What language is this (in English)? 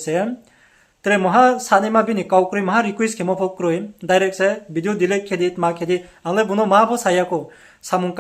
Riang (India)